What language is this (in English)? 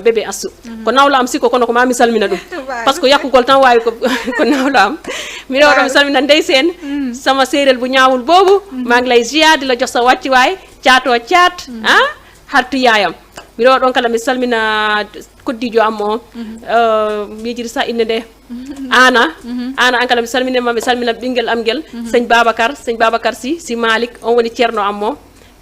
Fula